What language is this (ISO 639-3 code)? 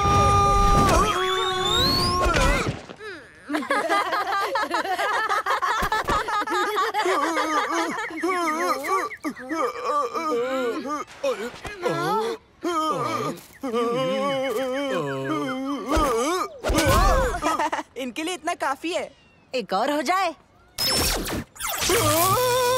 hin